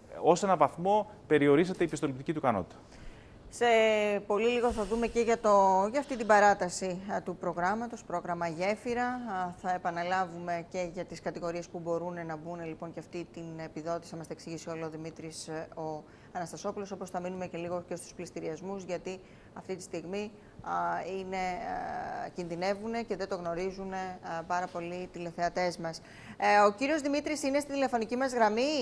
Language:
Greek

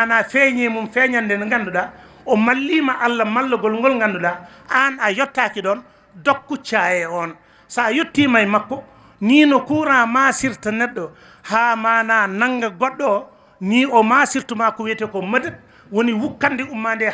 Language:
Fula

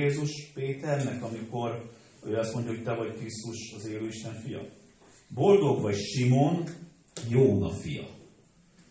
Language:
Hungarian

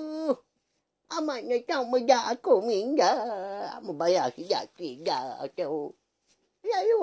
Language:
Iban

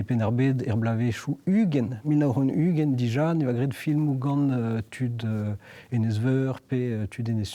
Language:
Breton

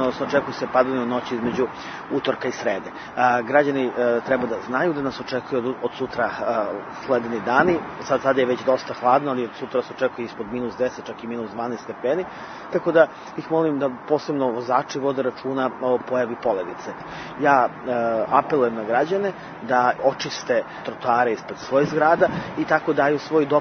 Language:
Serbian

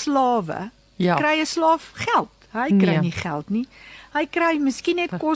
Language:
Afrikaans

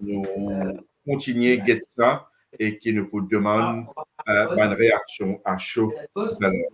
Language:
Morisyen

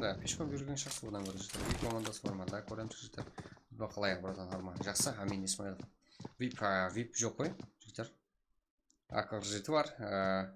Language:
Kara-Kalpak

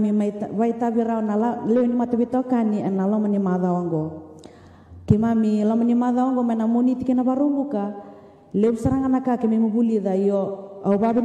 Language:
Fijian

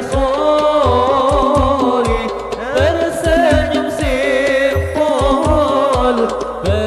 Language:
Banjar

